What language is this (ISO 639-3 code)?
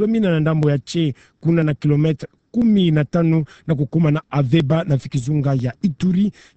ktu